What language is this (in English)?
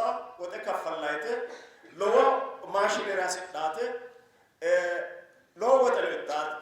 Sidamo